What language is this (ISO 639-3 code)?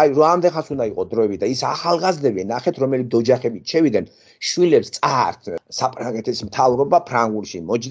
kat